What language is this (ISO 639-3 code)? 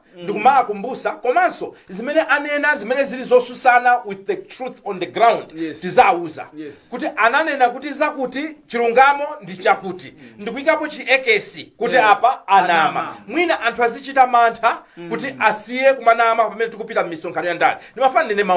nya